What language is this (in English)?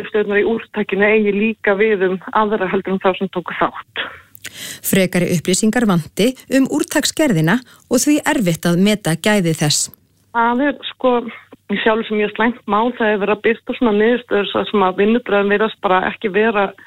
Icelandic